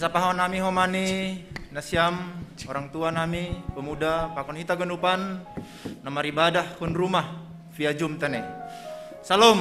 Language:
Batak Simalungun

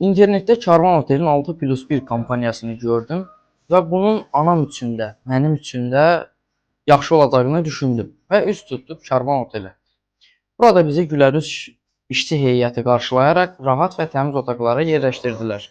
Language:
Azerbaijani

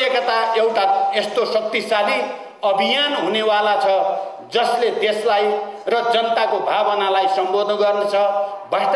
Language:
Nepali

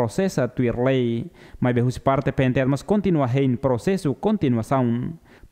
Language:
Tetum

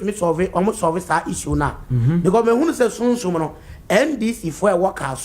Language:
Akan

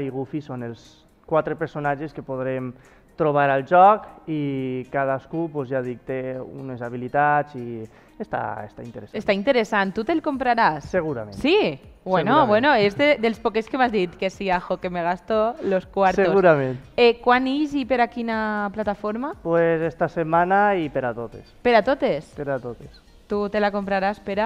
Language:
Catalan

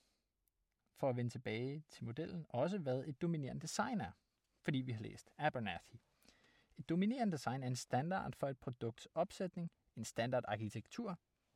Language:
Danish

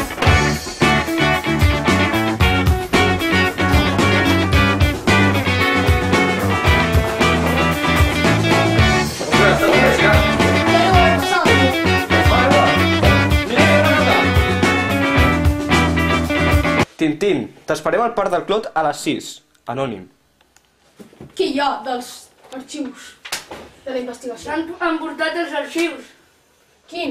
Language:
Catalan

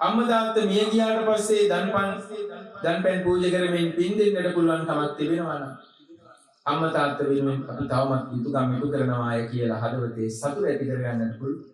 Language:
Sinhala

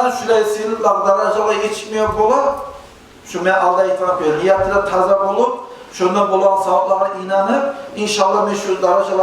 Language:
Kumyk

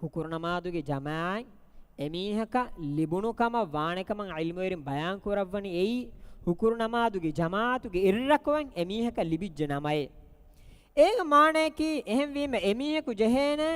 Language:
Divehi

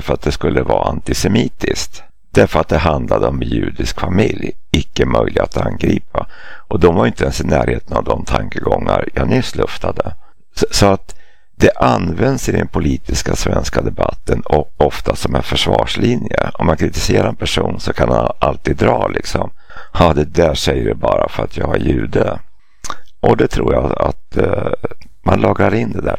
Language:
Swedish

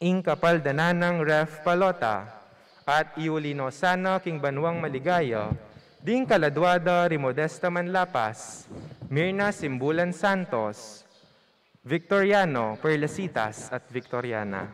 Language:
Pampanga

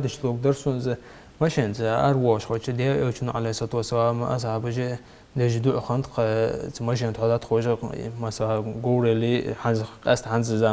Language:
Ingush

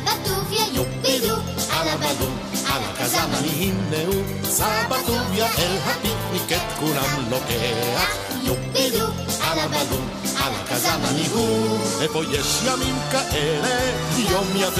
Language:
Hebrew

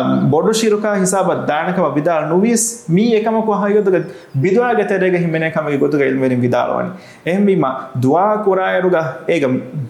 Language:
Divehi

